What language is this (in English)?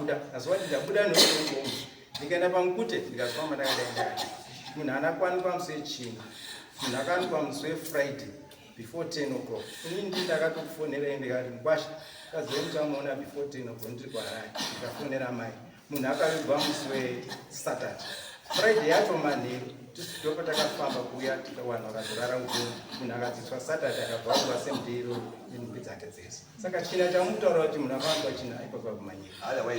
Shona